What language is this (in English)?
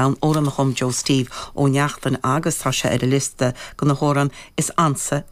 Irish